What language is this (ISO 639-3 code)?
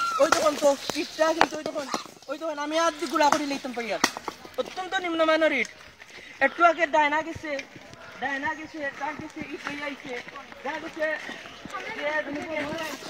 syl